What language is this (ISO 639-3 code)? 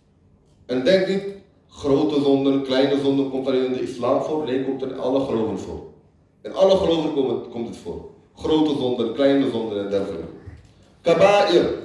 nld